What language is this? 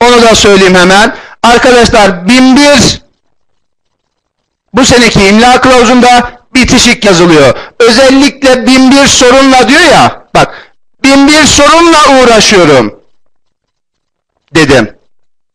Turkish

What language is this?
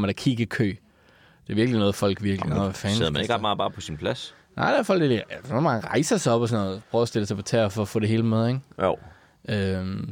Danish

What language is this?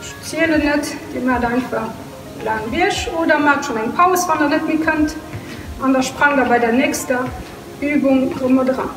Luxembourgish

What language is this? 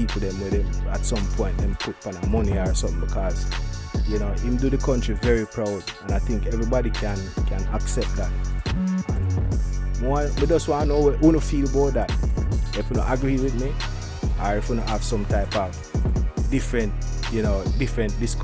Jamaican Creole English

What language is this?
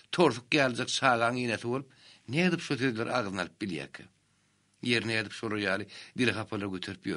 Turkmen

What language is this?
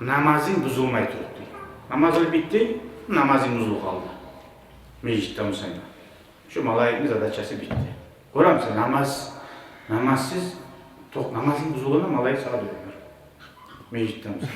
Kumyk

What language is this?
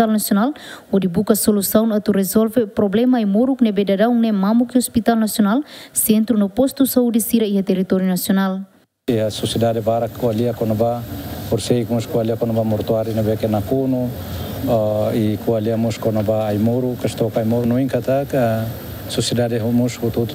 Tetum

